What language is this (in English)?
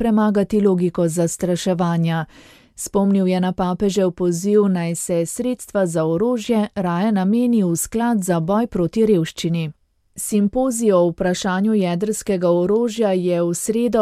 Slovenian